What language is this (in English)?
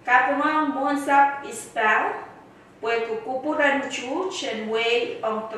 Pohnpeian